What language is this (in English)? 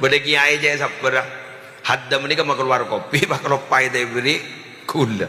Madurese